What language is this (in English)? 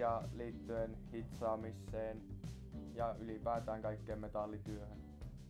Finnish